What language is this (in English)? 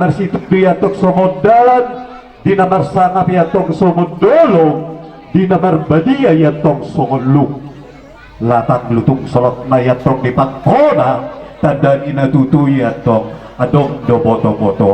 Batak Toba